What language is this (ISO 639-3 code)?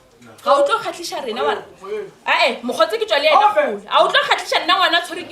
nso